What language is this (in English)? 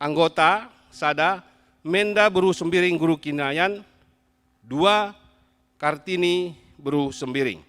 Batak Karo